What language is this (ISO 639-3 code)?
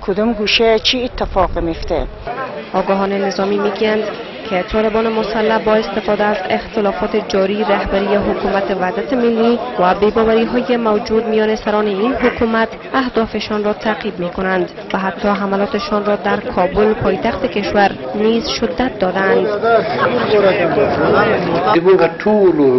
fas